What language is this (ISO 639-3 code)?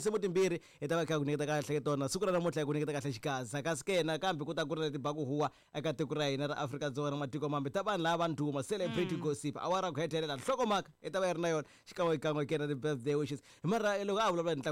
tso